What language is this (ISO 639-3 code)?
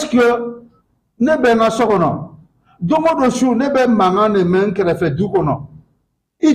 bam